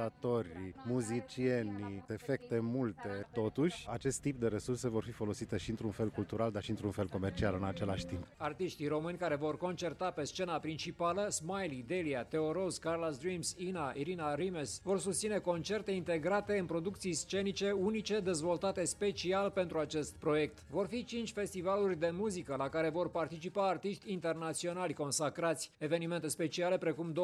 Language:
Romanian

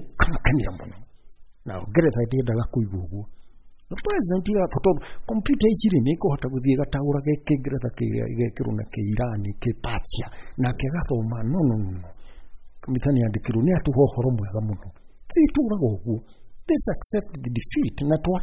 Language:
Kikuyu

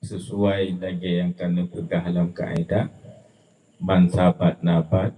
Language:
Achinese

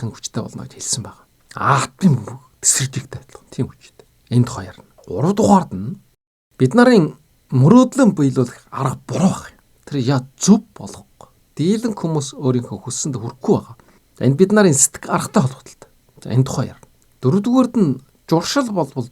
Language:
Mongolian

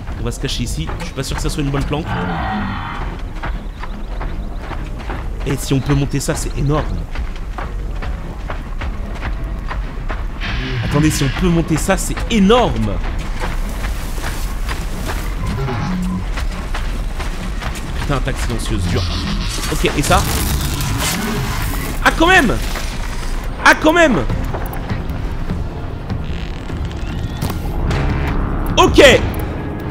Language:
French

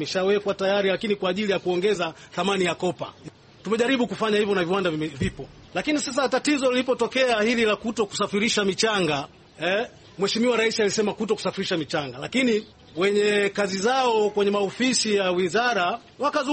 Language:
Swahili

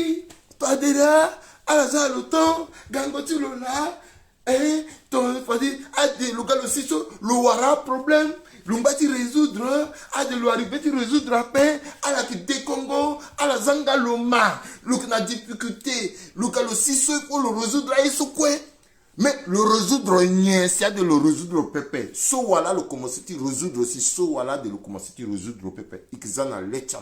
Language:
Sango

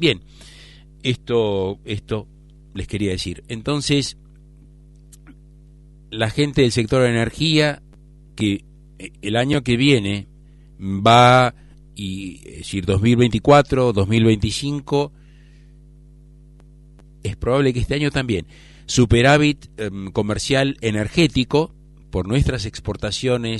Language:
Spanish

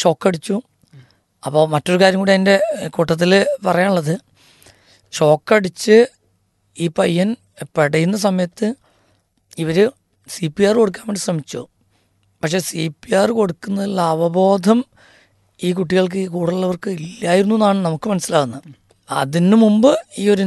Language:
Malayalam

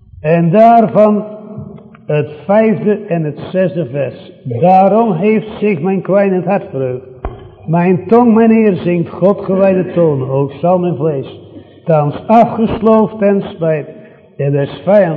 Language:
Dutch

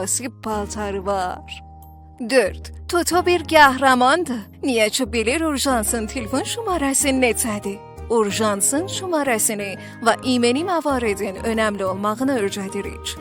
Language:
South Azerbaijani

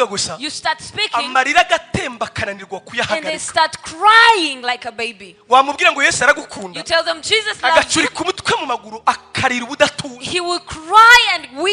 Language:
Kinyarwanda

